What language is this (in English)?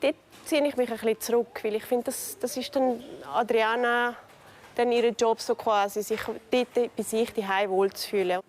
Swiss German